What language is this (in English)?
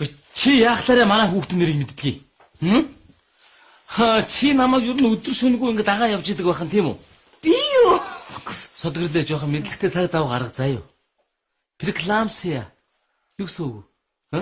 Mongolian